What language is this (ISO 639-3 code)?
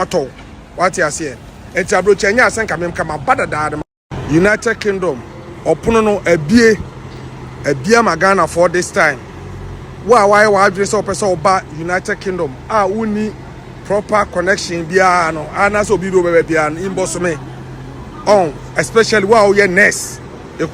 aka